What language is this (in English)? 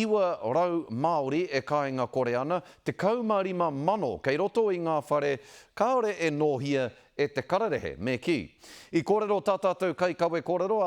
Māori